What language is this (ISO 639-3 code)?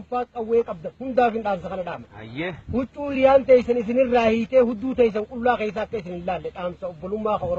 orm